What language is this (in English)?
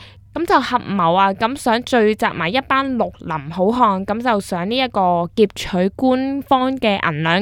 Cantonese